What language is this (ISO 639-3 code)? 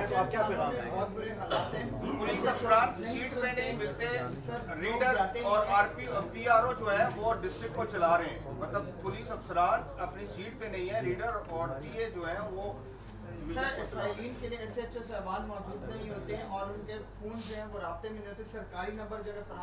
urd